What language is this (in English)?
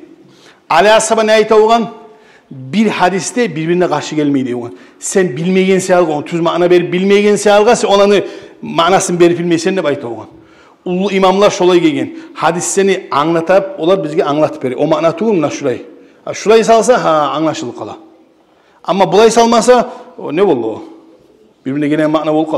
Kumyk